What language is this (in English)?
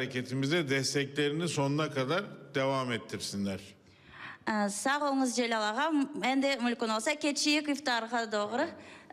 Crimean Tatar